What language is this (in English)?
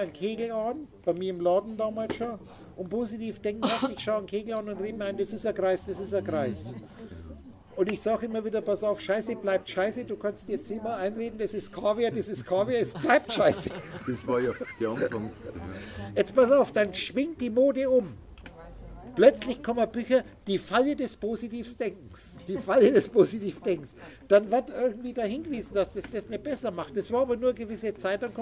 German